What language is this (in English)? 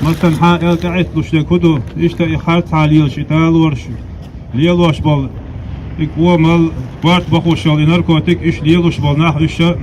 Chechen